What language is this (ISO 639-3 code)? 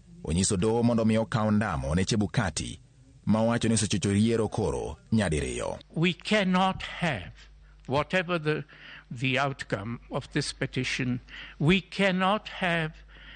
luo